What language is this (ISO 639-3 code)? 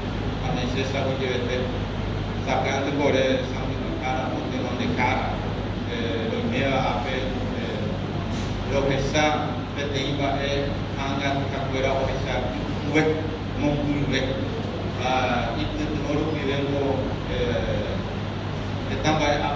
grn